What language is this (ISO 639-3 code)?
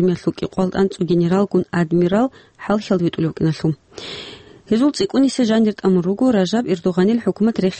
ava